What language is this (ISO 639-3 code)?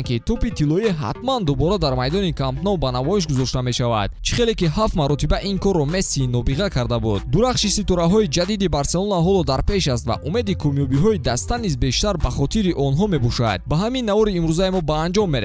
tgk